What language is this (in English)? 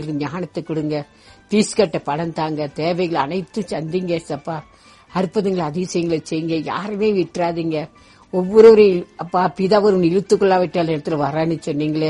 Tamil